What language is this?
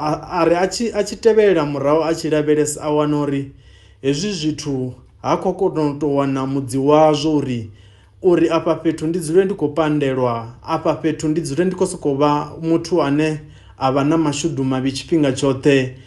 Venda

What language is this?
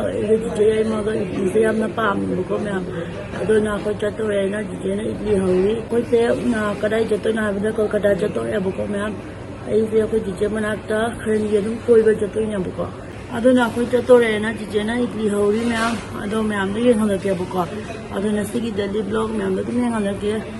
Manipuri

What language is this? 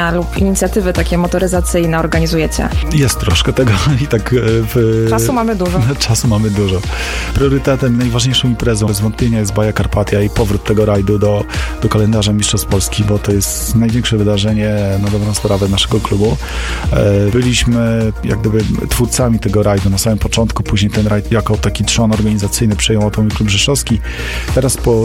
Polish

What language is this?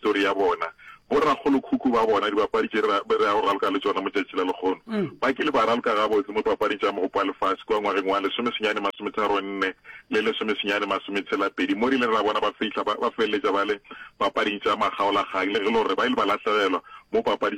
Northern Sotho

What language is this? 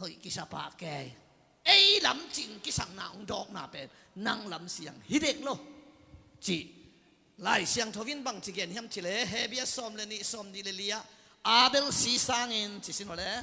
Tedim Chin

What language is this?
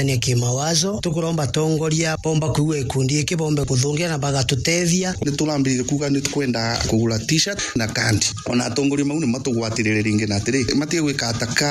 Meru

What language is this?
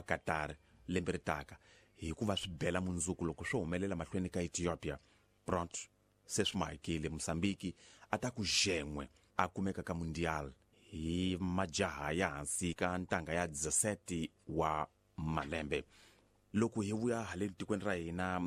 Tsonga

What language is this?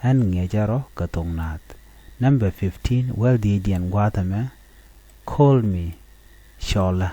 Nuer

